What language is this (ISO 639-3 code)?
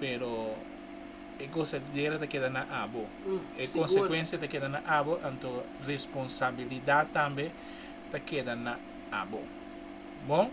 pap